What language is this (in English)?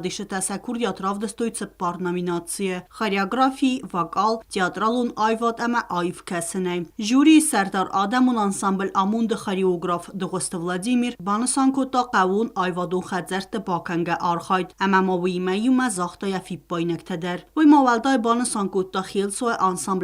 Ossetic